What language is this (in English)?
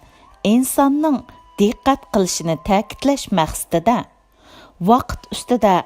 Uyghur